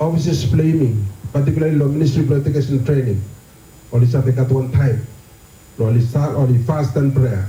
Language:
Bislama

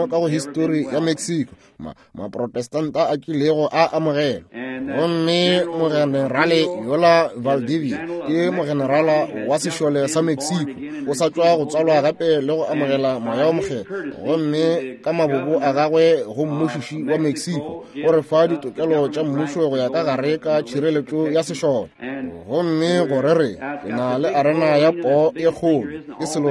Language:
Northern Sotho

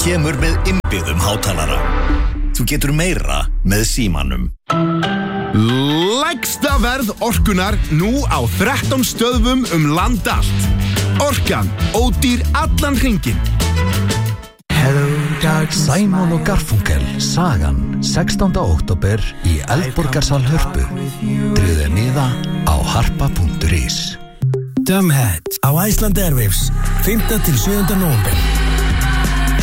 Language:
Icelandic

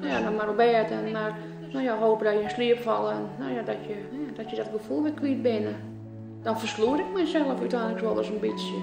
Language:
Western Frisian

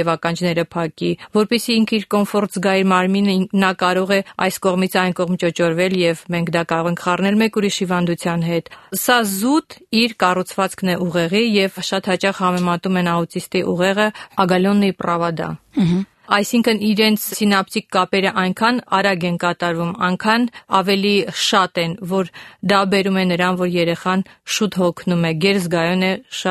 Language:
Armenian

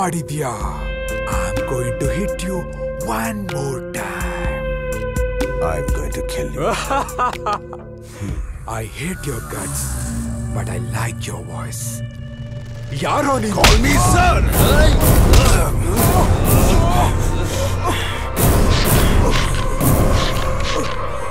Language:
Kannada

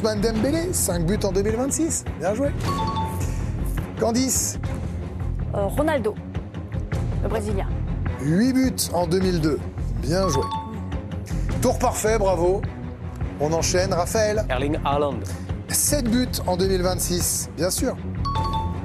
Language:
French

